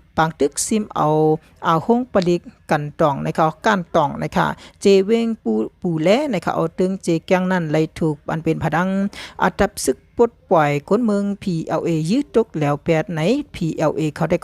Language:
Shan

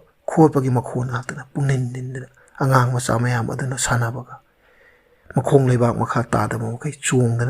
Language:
Manipuri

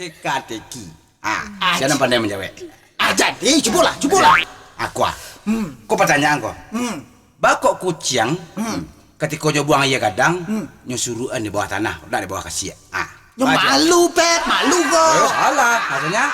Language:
Minangkabau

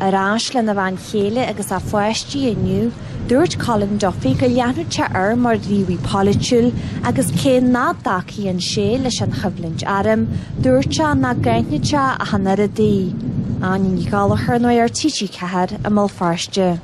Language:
Irish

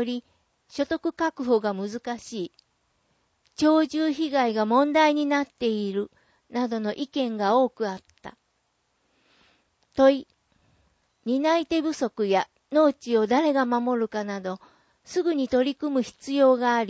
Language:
Japanese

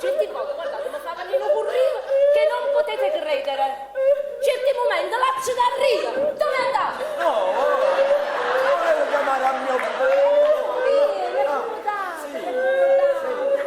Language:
Neapolitan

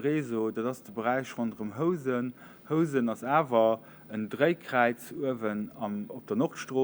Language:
Luxembourgish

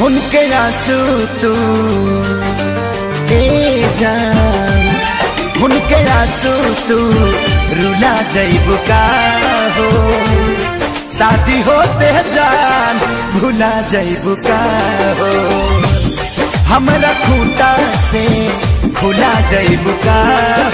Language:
Bhojpuri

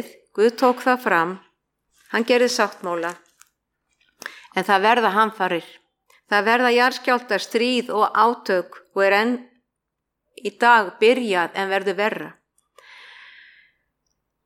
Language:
Icelandic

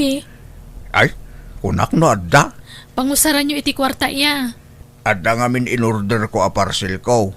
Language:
Iloko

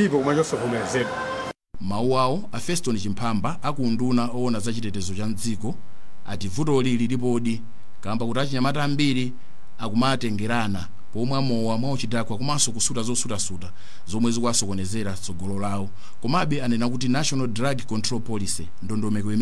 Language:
Nyanja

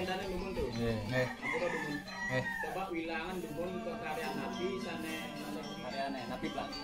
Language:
Balinese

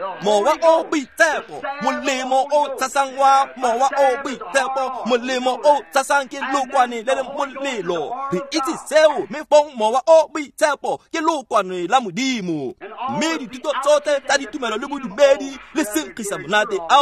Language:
Tswana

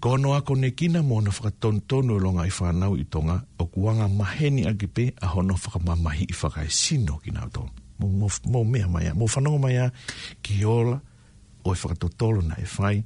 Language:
Tongan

